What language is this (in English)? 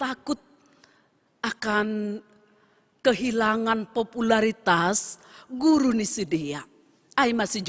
Batak Simalungun